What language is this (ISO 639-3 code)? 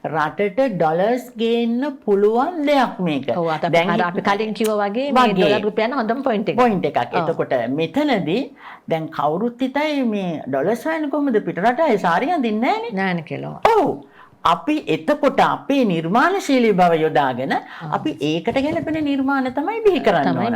sin